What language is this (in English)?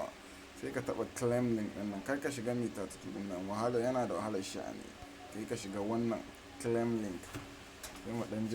Hausa